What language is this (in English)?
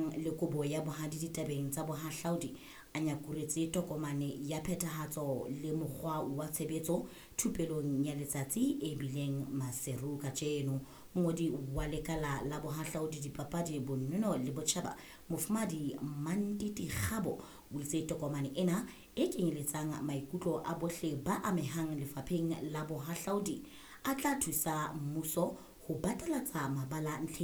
Southern Sotho